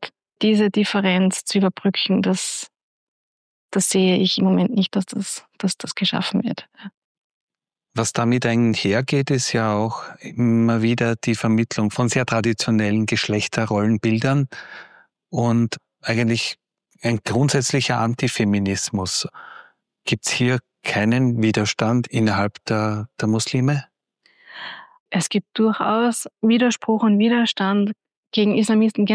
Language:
German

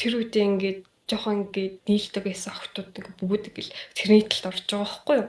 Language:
Mongolian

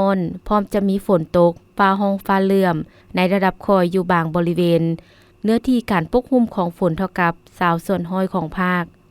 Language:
Lao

